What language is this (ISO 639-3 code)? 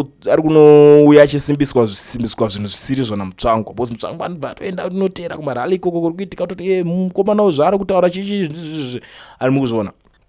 sna